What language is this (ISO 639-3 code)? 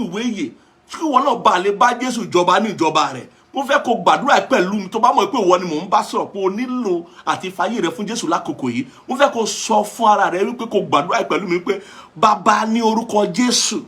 yor